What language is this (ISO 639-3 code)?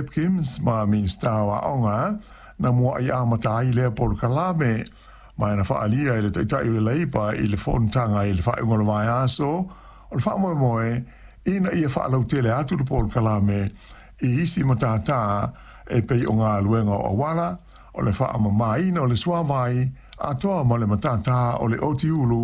smo